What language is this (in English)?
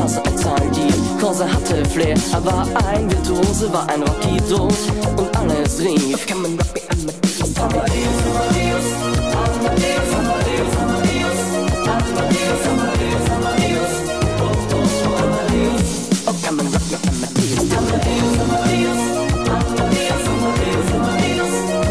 German